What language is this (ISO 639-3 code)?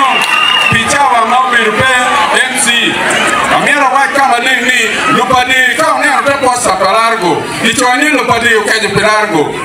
ach